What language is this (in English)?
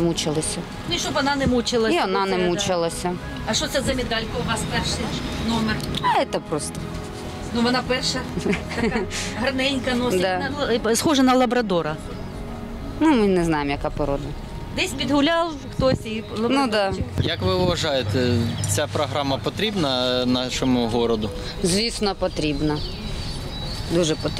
Ukrainian